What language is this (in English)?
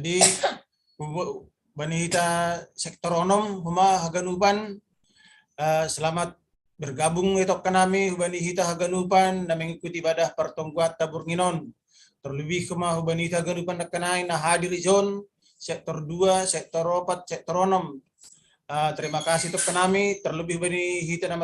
Batak Simalungun